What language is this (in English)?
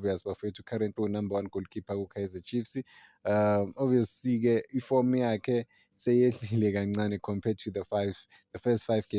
Zulu